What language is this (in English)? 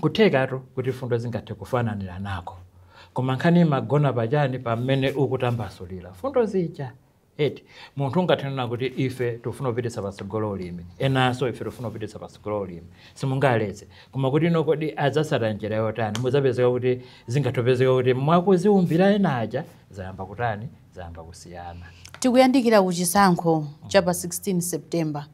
Nyanja